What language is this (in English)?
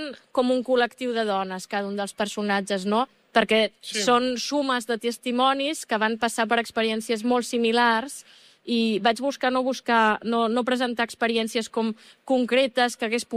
Catalan